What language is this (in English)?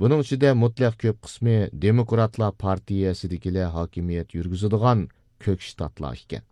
Uyghur